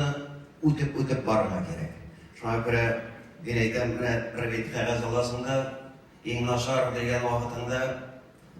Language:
Tatar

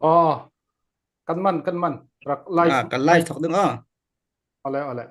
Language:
Falam Chin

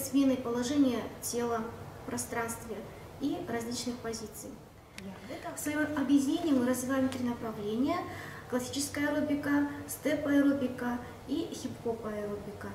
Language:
Russian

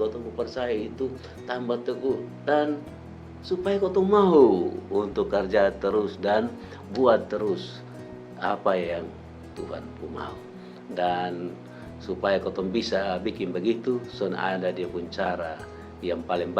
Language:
Kupang Malay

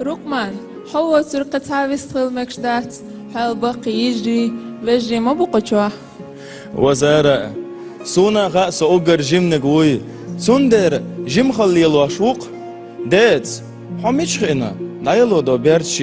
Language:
Chechen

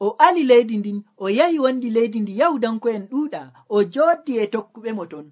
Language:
Nigerian Fulfulde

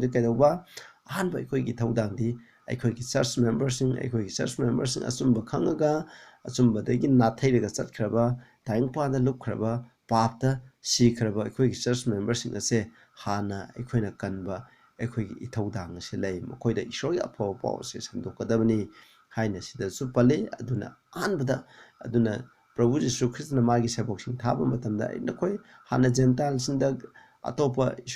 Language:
Manipuri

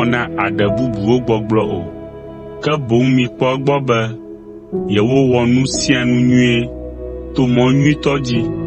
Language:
Ewe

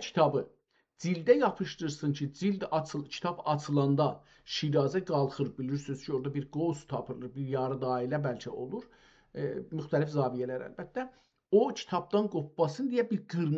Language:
South Azerbaijani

